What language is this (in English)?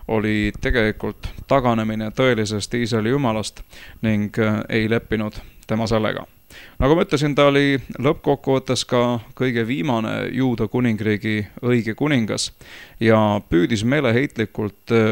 Estonian